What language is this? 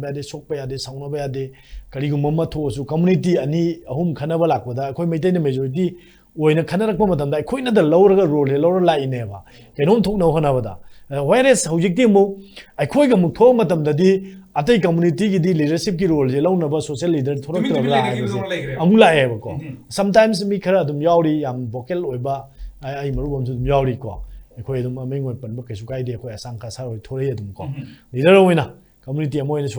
Manipuri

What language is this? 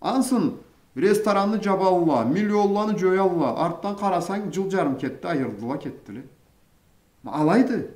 Karachay-Balkar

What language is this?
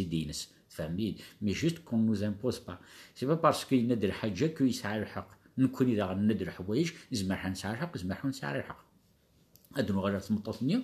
Kabyle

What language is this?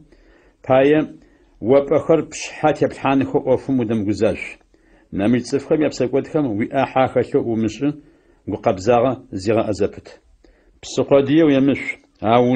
Adyghe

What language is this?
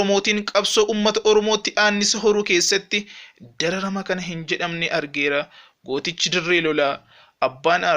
Oromo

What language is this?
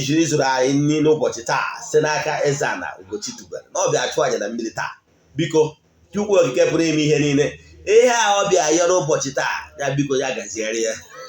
Igbo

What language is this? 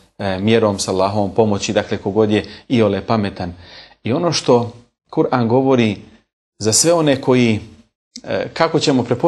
Bosnian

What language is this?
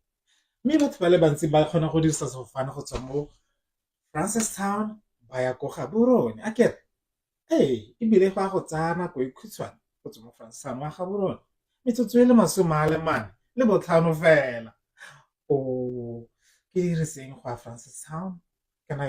Tswana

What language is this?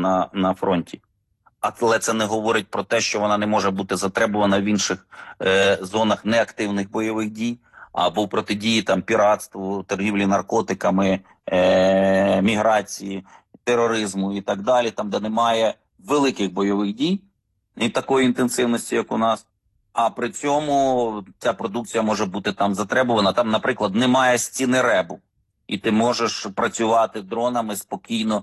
Ukrainian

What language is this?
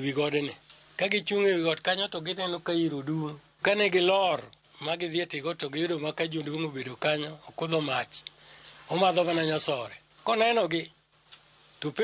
Luo (Kenya and Tanzania)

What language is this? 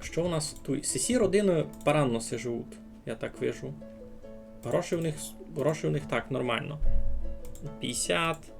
Rusyn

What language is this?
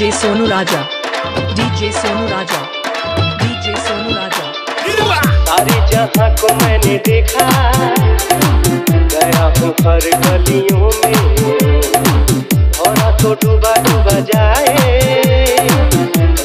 Bhojpuri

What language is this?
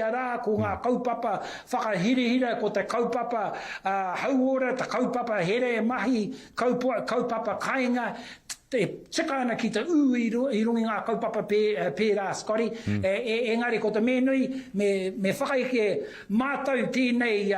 Māori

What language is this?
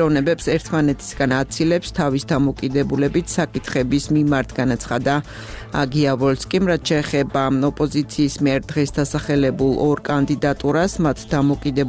Georgian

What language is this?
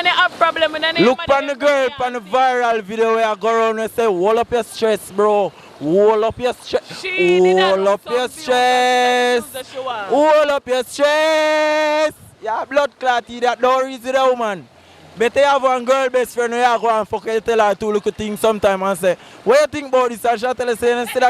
Jamaican Creole English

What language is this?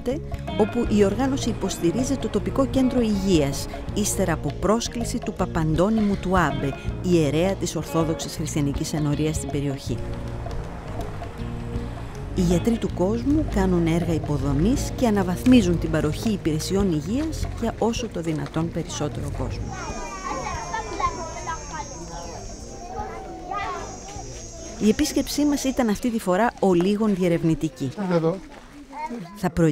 Greek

